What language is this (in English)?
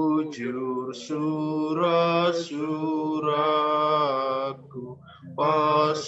Batak Simalungun